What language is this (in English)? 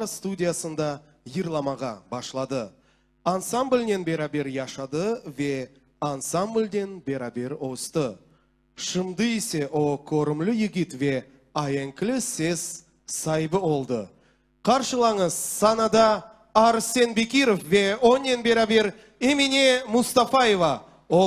Crimean Tatar